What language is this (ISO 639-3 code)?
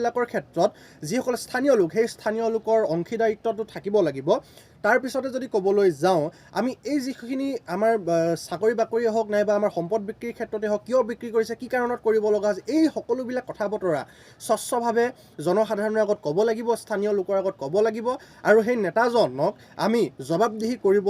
asm